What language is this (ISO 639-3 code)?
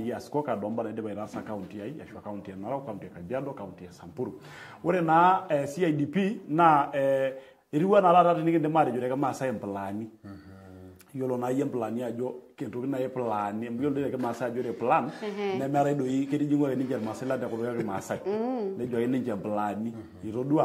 mas